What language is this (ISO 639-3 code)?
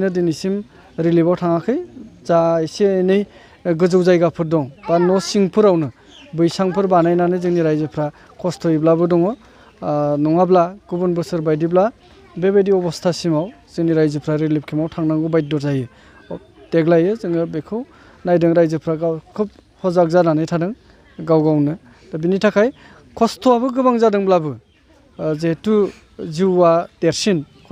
brx